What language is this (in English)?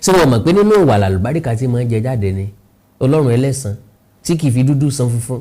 Yoruba